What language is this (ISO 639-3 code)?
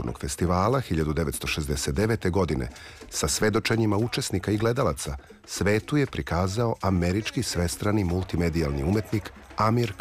srp